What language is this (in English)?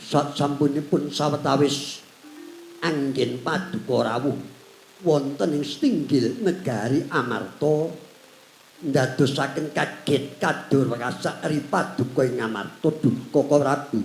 Javanese